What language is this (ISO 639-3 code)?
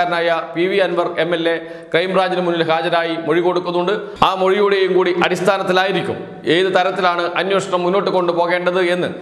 mal